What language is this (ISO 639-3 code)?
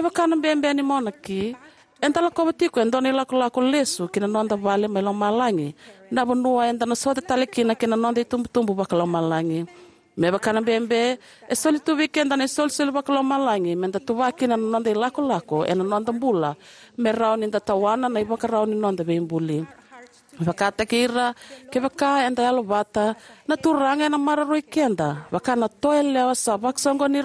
fij